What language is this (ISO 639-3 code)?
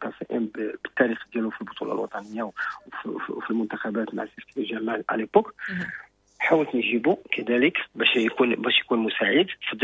ary